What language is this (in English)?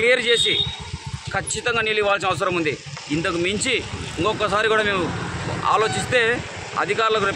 Telugu